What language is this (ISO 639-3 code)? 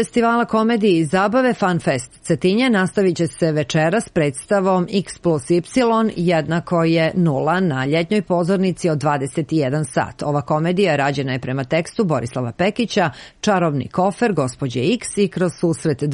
srp